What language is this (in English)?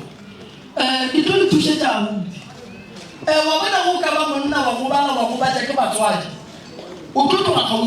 Northern Sotho